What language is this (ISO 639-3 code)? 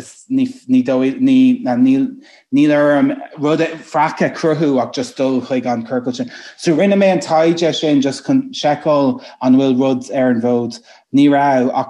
gle